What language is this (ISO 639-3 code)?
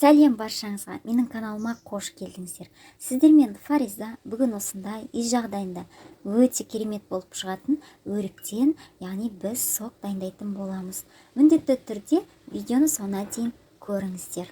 kaz